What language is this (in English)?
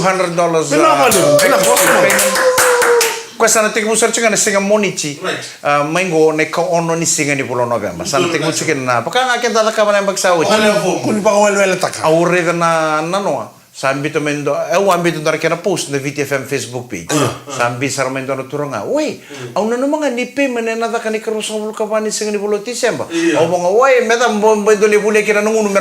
Fijian